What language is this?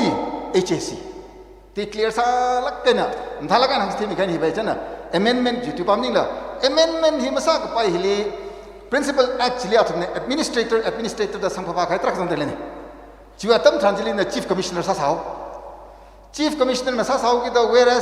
Tangkhul Naga (India)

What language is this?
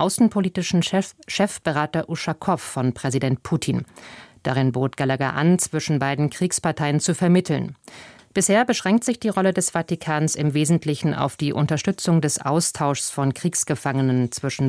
German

